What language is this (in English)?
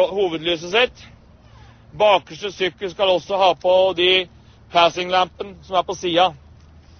Norwegian